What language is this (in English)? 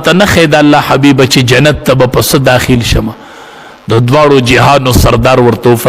Pashto